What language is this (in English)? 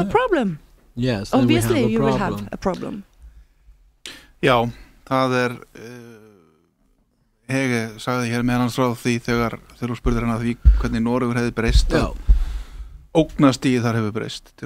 Icelandic